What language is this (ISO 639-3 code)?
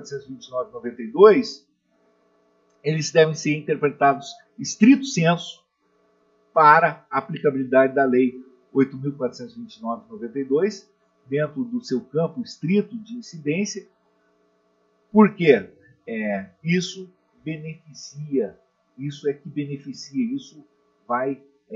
por